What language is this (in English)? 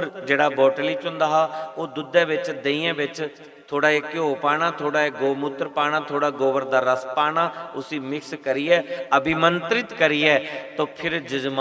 Dogri